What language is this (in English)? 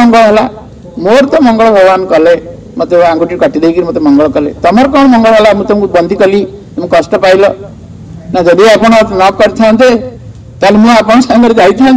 Odia